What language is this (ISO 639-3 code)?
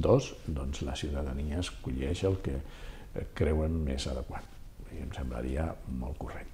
cat